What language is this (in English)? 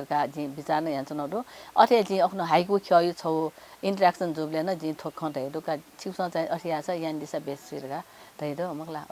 Newari